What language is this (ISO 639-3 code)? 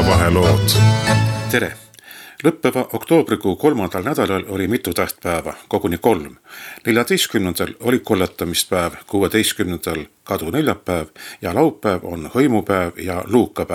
est